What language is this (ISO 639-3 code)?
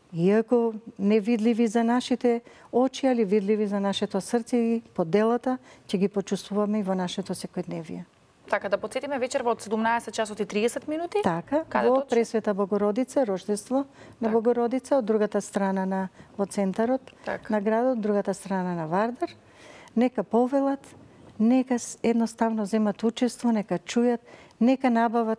mkd